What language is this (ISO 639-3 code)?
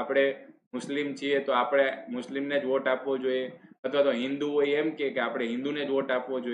guj